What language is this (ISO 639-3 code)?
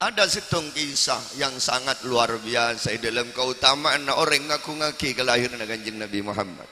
mad